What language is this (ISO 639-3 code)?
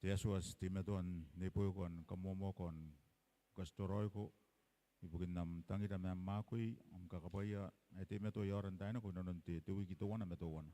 gil